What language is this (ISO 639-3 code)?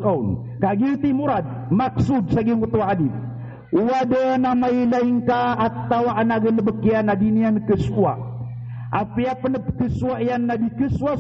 mrw